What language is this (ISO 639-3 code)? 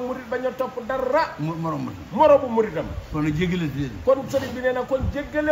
wol